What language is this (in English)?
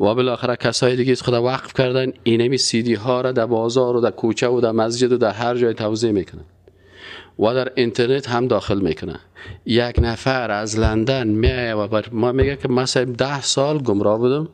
Persian